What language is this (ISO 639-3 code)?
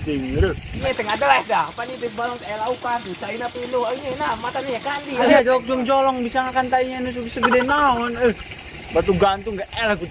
sun